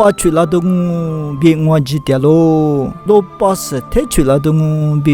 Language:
Lisu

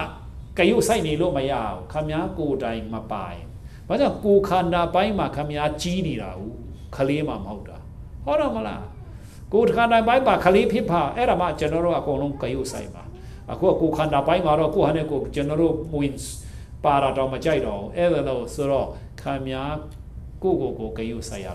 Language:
Burmese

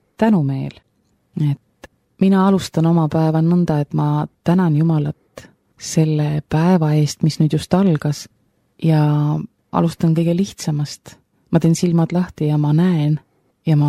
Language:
Estonian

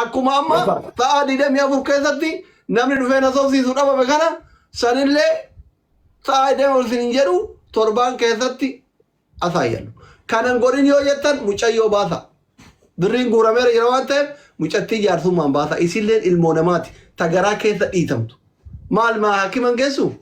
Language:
Oromo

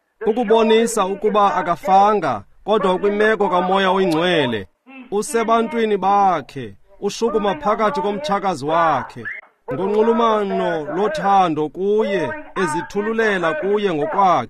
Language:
Xhosa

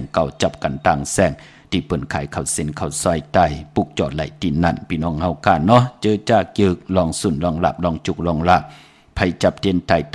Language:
Shan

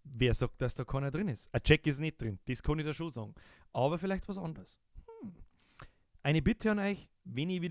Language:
Bavarian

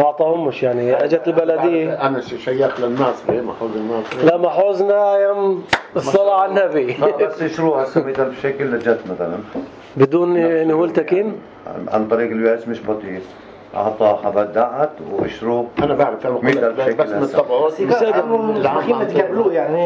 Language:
North Levantine Arabic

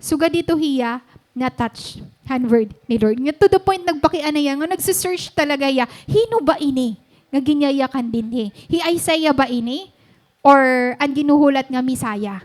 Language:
Waray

